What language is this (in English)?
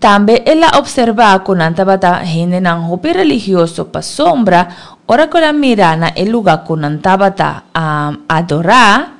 Papiamento